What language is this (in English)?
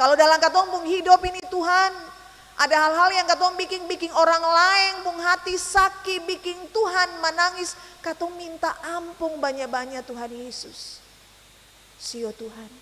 Ambonese Malay